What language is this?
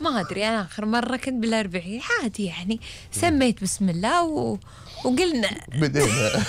Gulf Arabic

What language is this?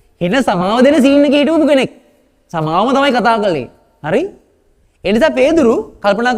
Sinhala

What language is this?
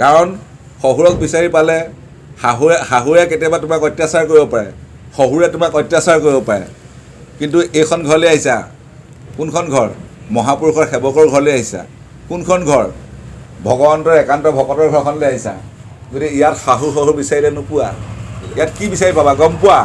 Assamese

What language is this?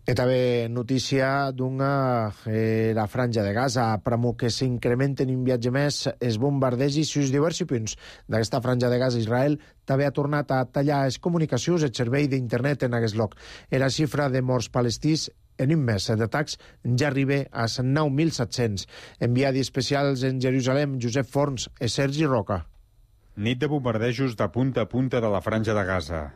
Catalan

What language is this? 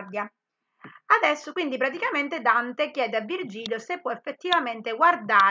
Italian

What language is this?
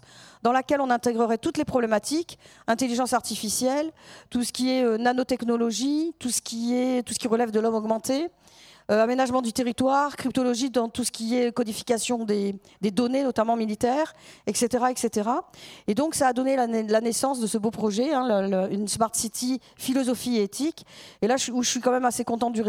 French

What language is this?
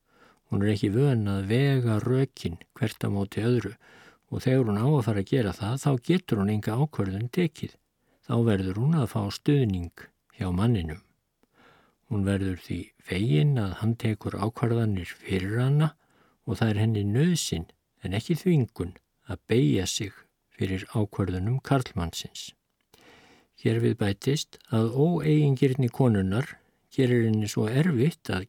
Icelandic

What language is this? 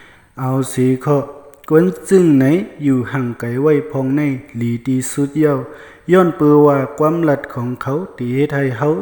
Shan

